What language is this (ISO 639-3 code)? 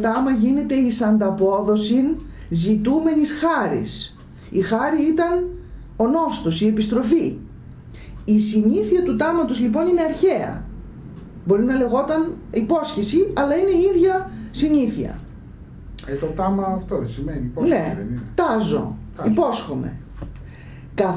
ell